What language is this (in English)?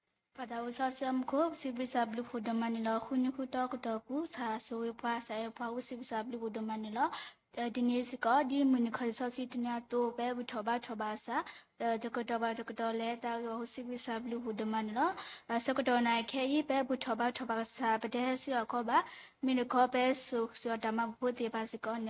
S'gaw Karen